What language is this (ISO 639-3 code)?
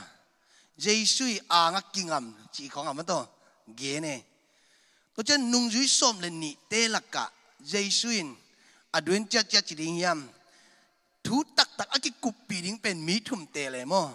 ctd